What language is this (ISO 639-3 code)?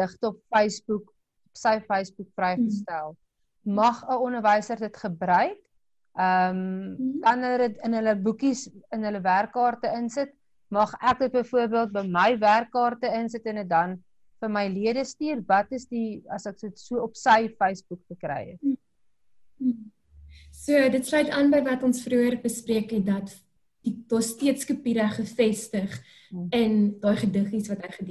afr